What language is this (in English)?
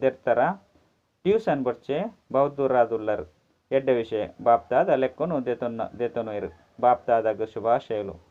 Tulu